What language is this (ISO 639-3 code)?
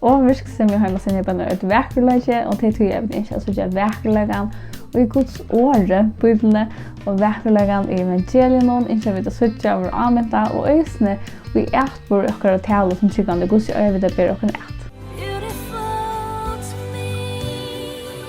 fao